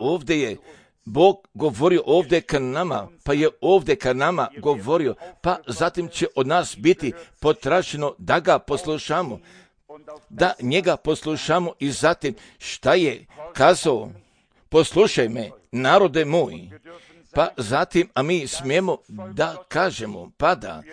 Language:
Serbian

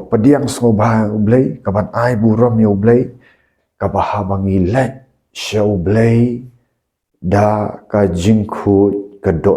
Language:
Khasi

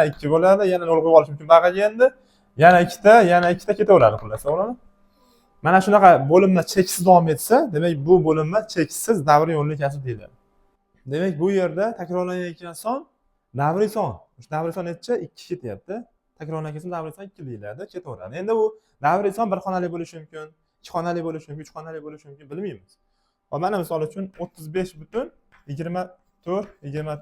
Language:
Uzbek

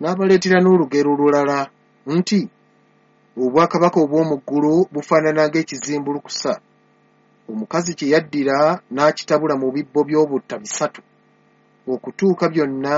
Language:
Ganda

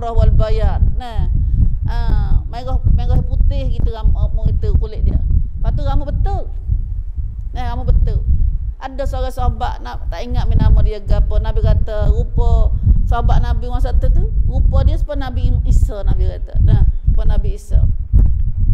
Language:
Malay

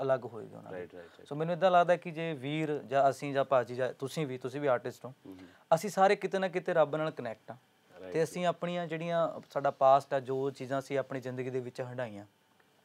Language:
Punjabi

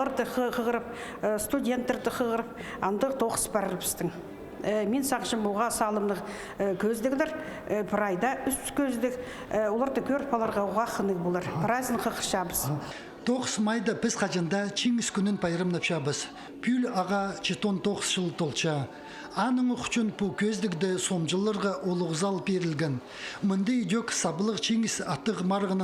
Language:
Khakas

